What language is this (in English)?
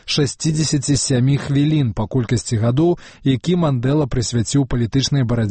Belarusian